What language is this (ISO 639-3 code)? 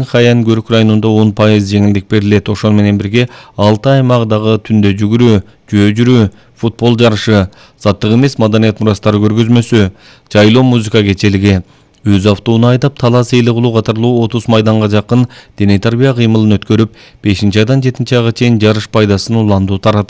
kir